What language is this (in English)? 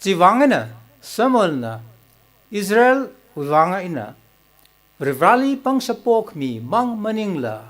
Tangkhul Naga (India)